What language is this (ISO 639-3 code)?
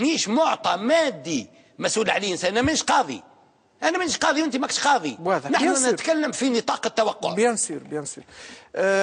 aeb